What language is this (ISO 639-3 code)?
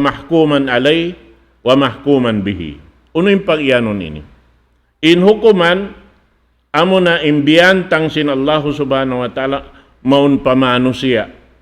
tsg